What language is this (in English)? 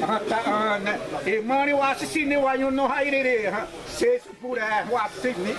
Xavánte